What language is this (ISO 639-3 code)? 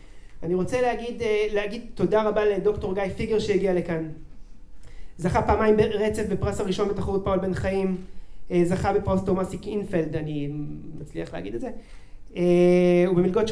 heb